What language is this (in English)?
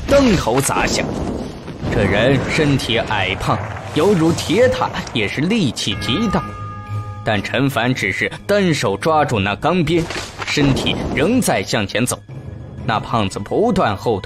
Chinese